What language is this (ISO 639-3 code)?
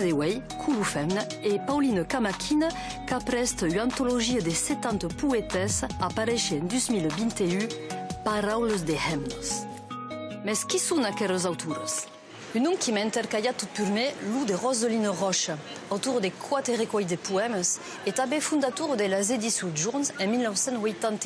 oci